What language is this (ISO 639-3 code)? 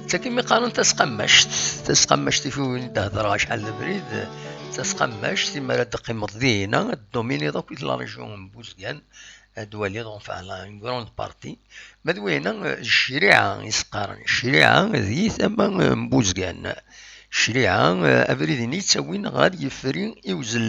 kab